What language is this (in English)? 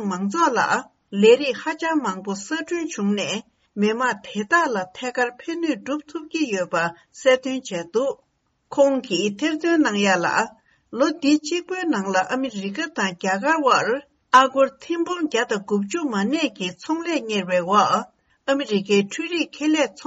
Tibetan